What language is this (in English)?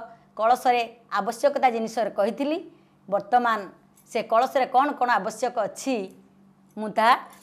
Odia